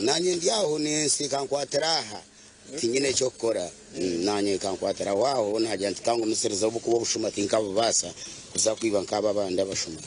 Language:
Nyankole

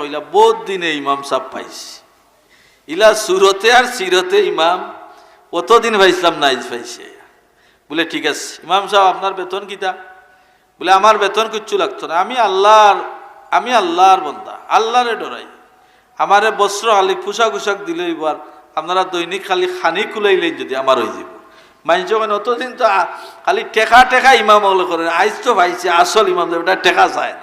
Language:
Sylheti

